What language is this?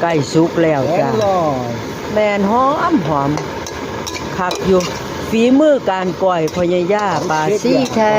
Lao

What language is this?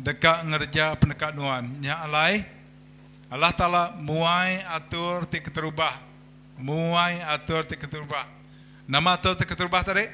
Iban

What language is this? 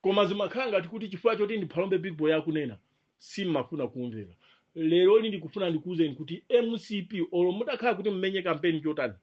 Nyanja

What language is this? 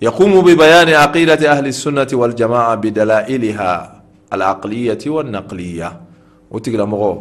Bambara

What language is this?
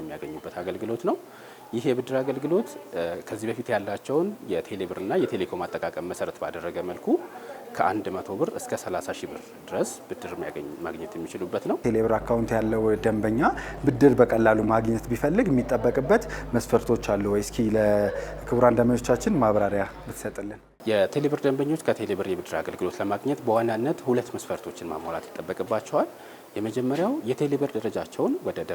Amharic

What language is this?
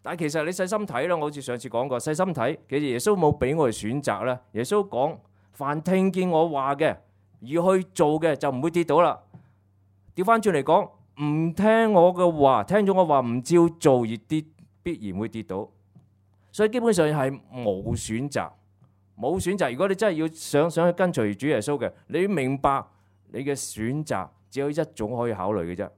Cantonese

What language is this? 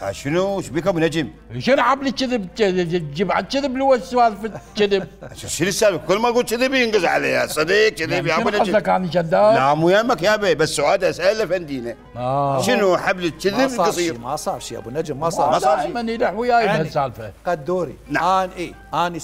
Mesopotamian Arabic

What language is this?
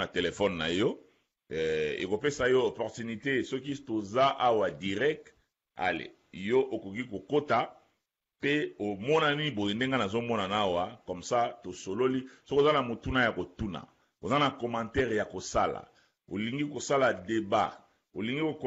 Lingala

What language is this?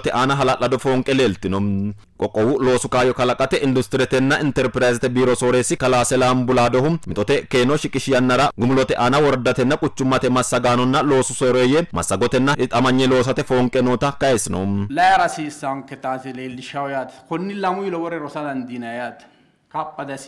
Sidamo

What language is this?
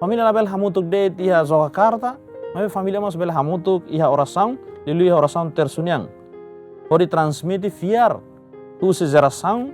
Tetum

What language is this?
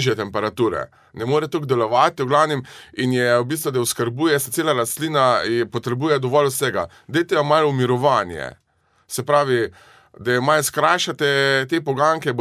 Slovenian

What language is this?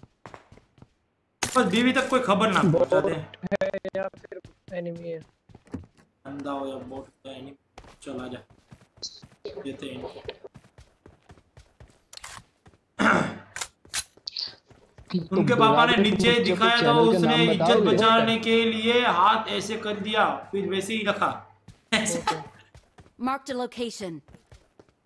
Hindi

